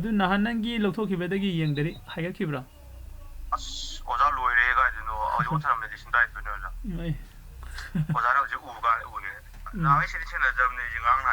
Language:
Manipuri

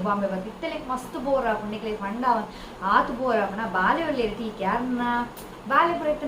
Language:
Tulu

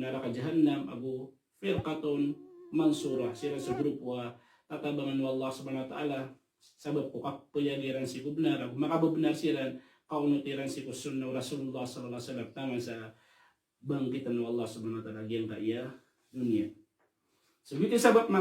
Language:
Maranao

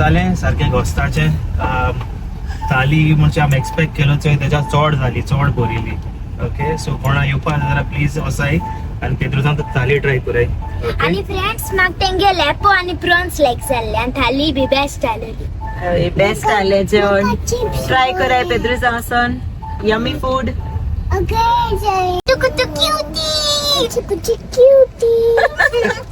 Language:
Konkani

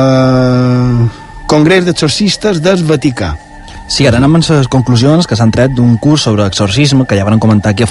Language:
Catalan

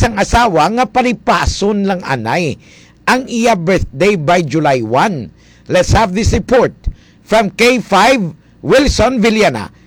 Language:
Hiligaynon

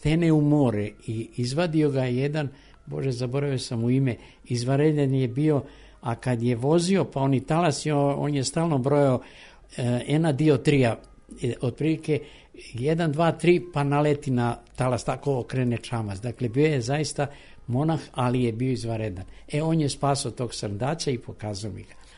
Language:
Serbian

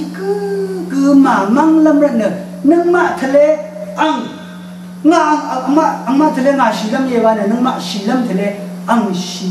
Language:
Thai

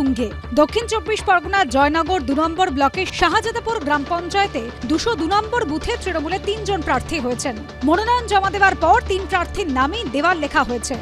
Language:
Bangla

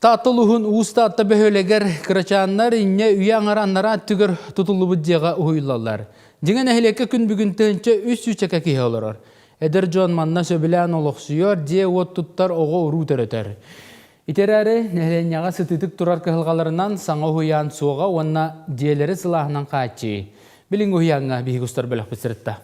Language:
Yakut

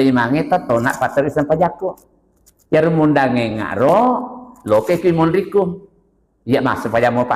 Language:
Buginese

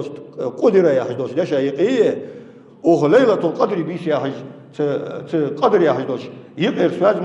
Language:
Ingush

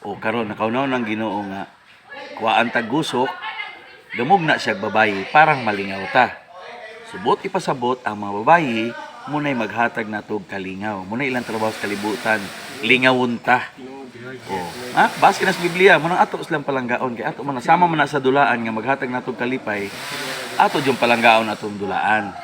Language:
Cebuano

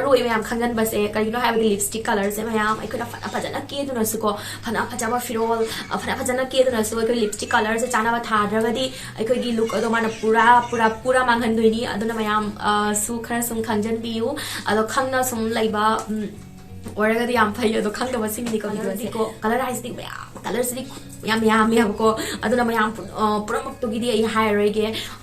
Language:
Manipuri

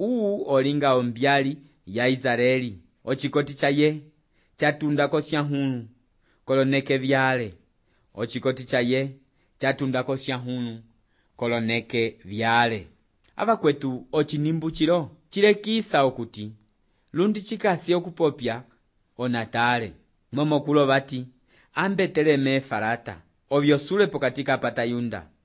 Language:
Umbundu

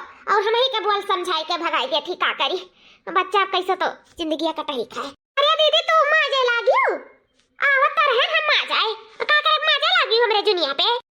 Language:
Awadhi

